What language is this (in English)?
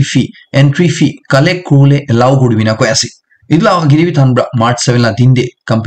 Naga Pidgin